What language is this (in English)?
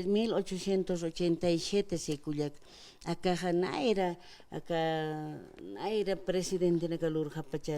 Aymara